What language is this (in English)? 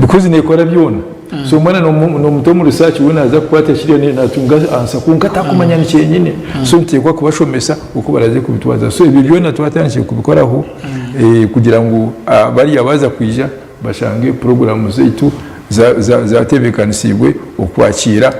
Nyankole